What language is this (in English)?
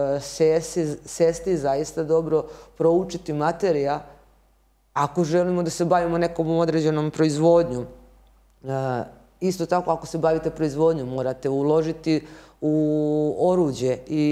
Serbian